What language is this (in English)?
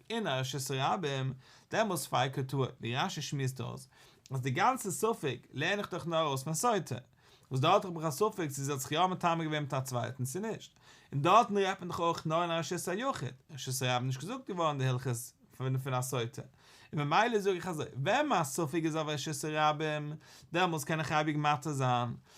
Yiddish